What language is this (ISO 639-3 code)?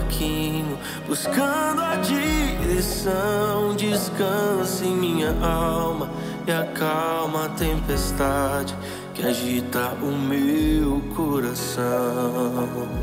por